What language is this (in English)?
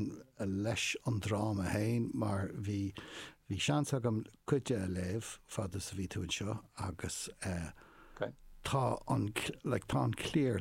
Irish